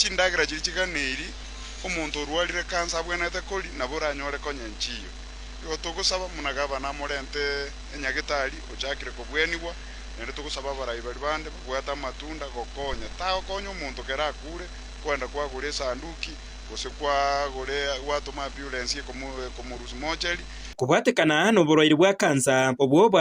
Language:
Gusii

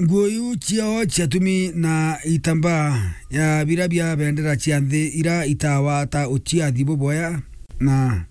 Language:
Meru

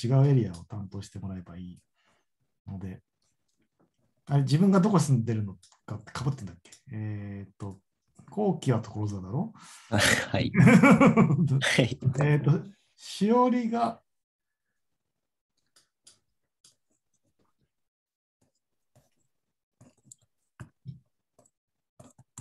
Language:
Japanese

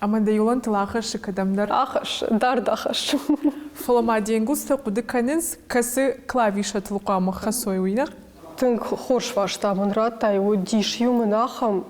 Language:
Ossetic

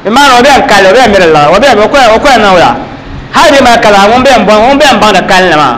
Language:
Dagbani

